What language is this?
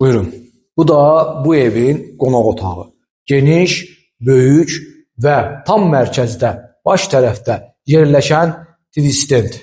Azerbaijani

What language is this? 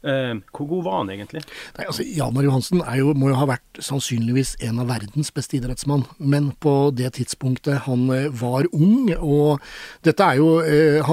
Norwegian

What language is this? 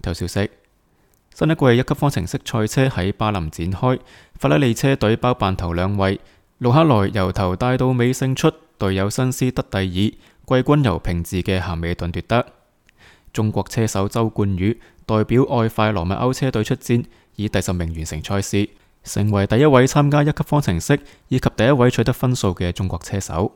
Cantonese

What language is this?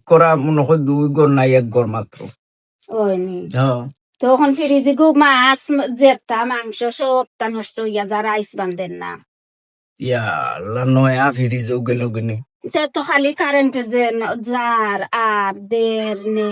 Sylheti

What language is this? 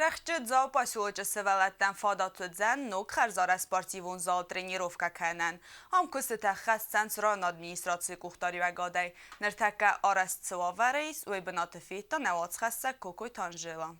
Ossetic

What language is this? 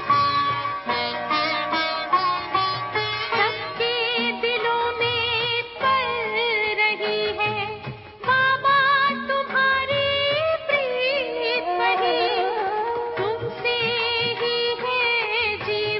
Hindi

